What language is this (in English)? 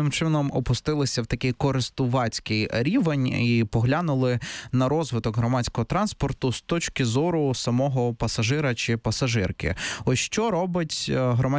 Ukrainian